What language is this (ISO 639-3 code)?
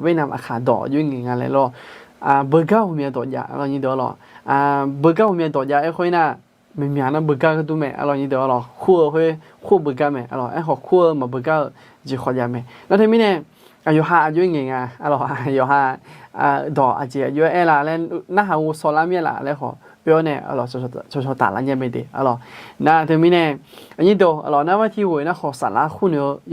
ahk